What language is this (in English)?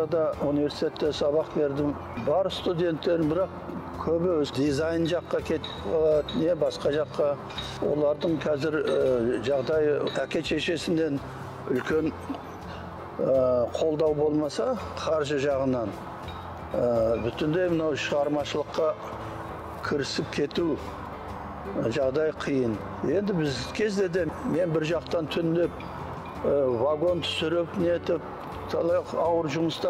Kazakh